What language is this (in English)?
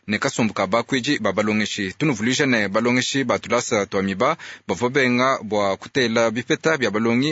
Luba-Lulua